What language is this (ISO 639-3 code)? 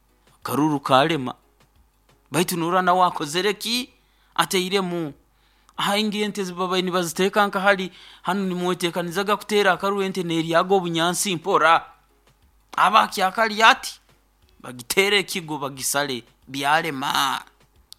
nyo